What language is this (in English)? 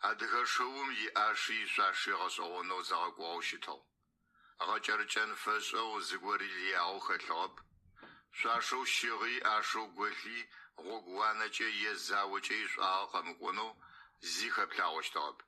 Adyghe